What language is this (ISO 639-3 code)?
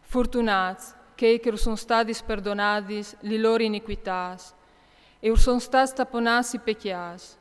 fur